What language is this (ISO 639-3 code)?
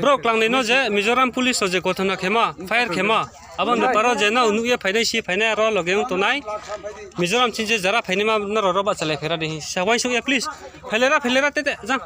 ria